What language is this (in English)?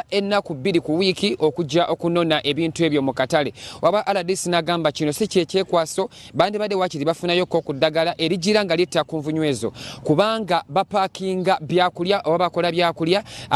Ganda